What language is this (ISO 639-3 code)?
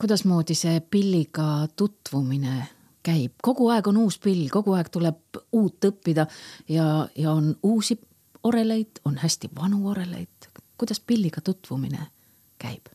est